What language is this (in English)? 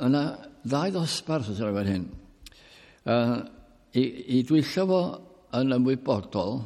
Welsh